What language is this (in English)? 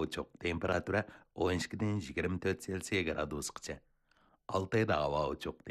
Uyghur